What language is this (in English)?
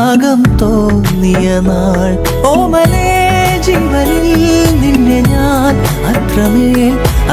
Malayalam